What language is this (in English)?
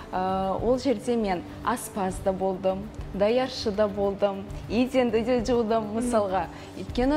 Kazakh